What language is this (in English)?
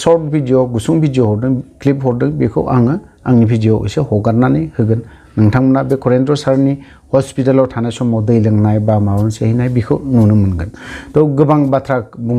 Bodo